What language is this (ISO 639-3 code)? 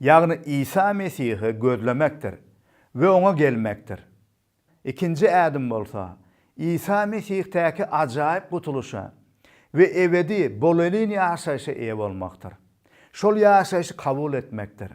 tuk